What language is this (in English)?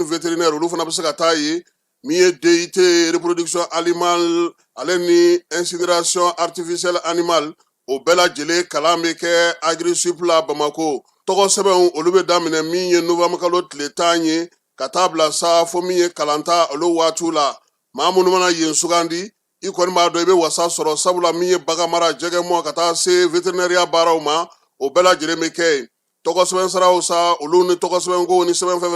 Bambara